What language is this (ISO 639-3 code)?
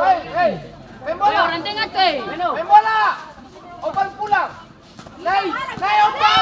abs